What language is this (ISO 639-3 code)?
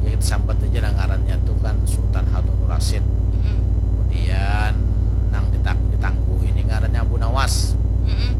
bjn